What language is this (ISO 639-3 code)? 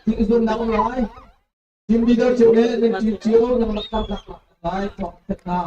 cnh